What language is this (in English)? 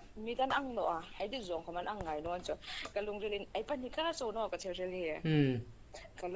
Hmar